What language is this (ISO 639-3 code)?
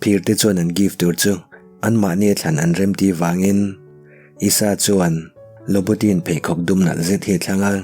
lus